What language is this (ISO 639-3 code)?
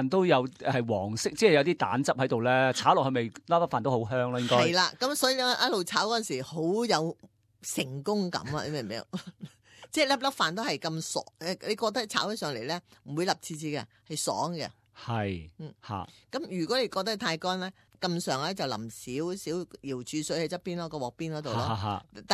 yue